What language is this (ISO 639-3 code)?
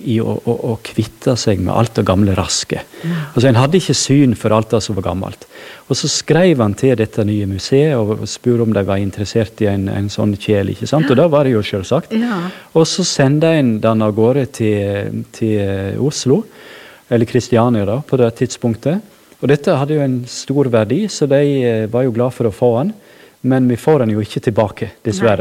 nor